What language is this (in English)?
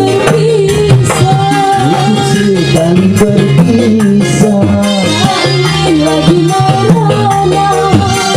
Betawi